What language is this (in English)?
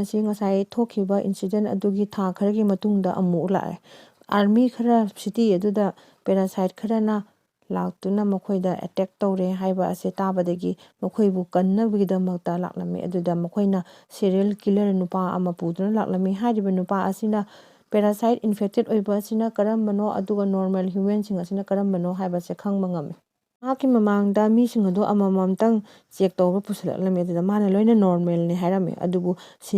Manipuri